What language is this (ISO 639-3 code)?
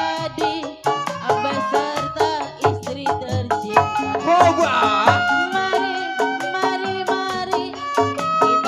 bew